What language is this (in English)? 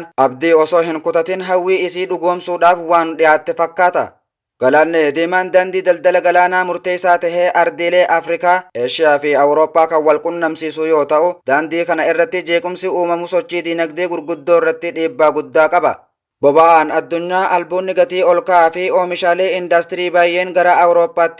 Oromo